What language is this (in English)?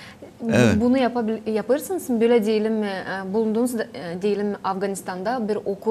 Gagauz